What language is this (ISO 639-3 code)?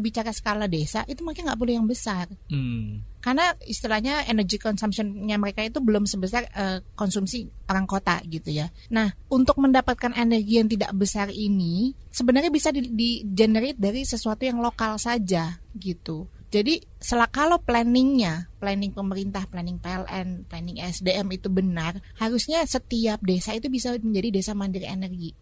ind